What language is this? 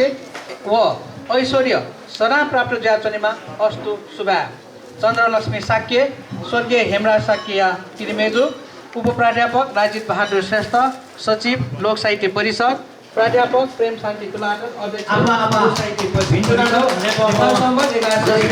Newari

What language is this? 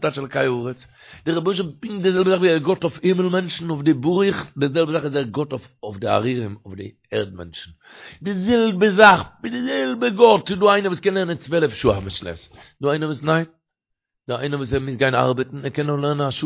Yiddish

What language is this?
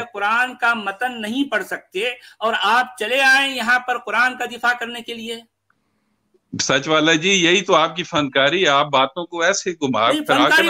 Urdu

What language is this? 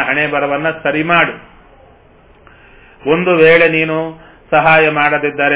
Kannada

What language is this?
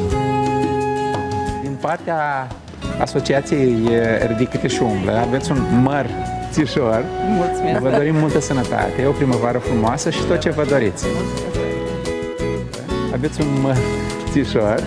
Romanian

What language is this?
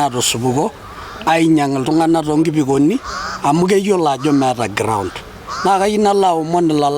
Masai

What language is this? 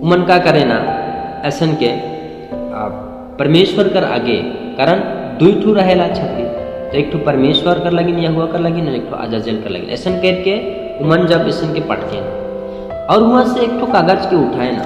Sadri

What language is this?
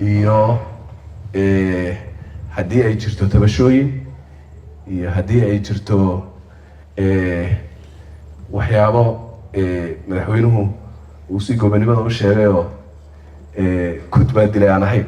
Somali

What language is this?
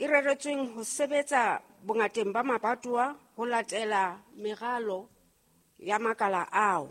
Southern Sotho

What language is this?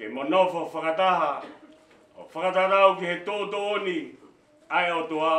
Tongan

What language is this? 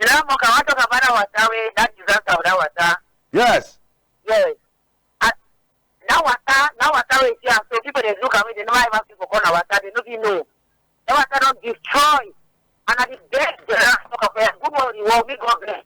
Cameroon Pidgin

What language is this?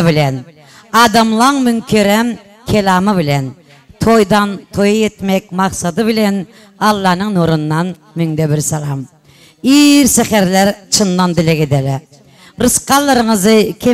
Turkmen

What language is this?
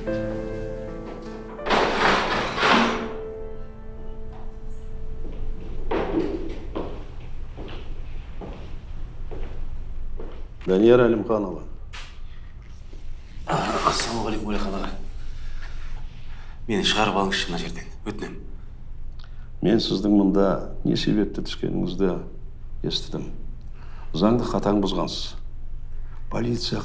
Kazakh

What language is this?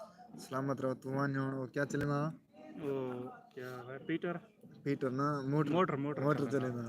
Saraiki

